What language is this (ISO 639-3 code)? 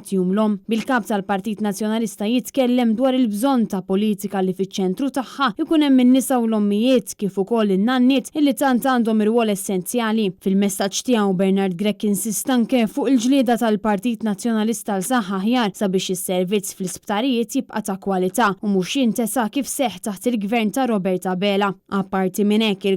mlt